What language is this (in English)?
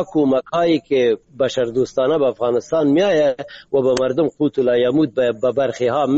Persian